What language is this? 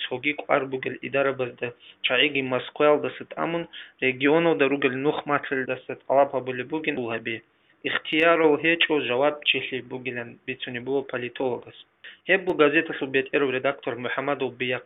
Avaric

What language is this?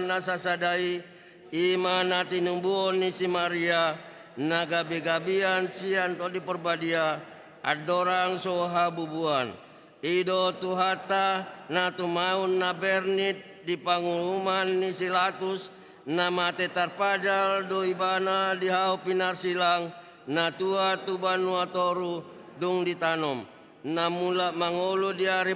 Batak Toba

